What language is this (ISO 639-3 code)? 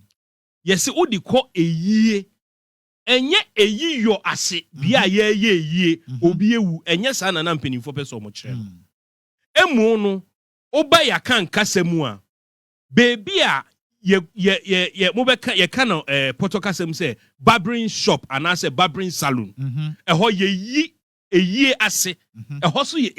aka